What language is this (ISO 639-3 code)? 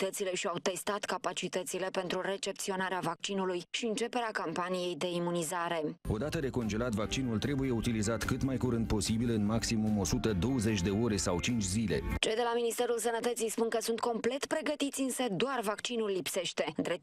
ron